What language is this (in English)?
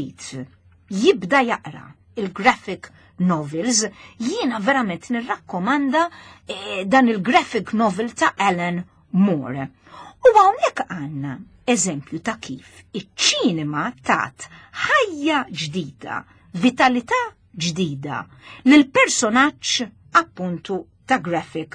Maltese